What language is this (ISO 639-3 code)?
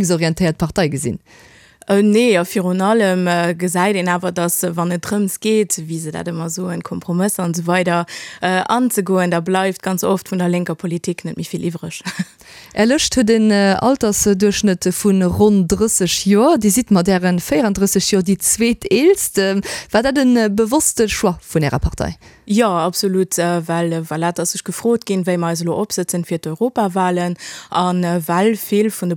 ltz